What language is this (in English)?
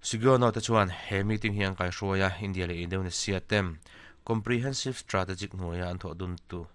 Mizo